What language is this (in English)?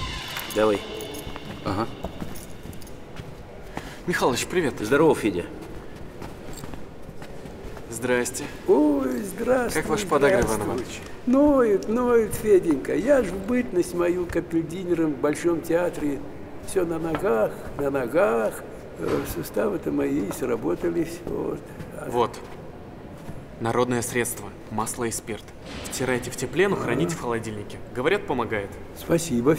Russian